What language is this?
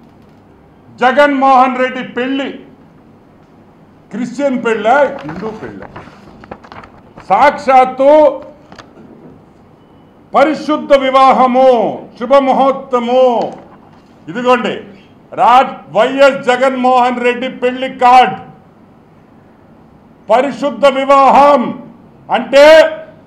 Telugu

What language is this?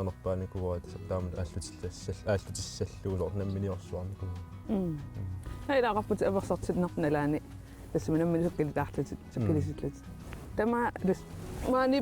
Kalaallisut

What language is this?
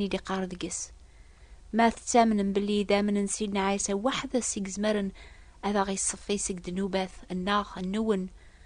Kabyle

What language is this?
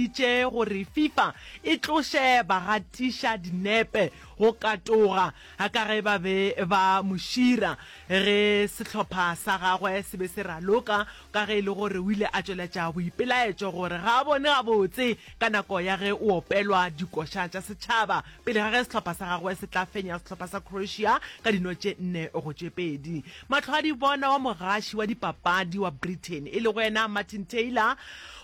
Northern Sotho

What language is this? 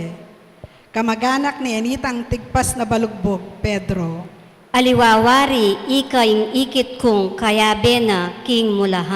Pampanga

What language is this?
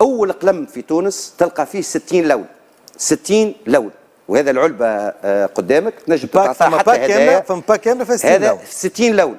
Tunisian Arabic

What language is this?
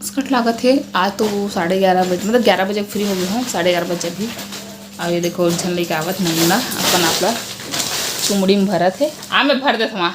Chhattisgarhi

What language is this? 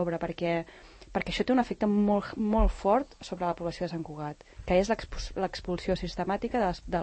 Catalan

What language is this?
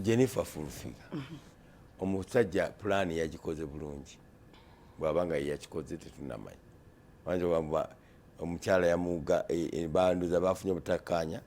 Ganda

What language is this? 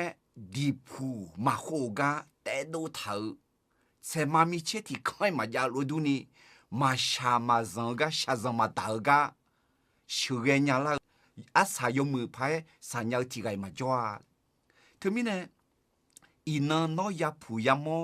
Akha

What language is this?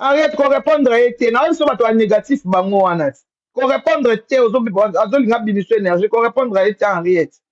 Lingala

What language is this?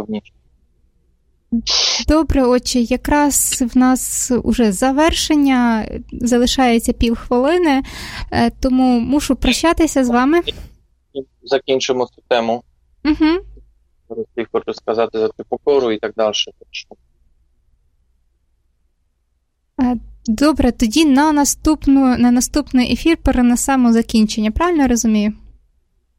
Ukrainian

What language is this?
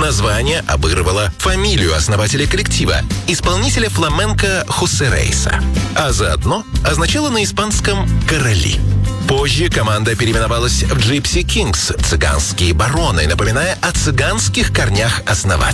Russian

